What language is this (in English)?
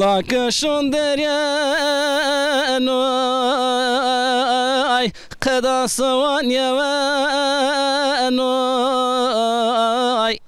Zaza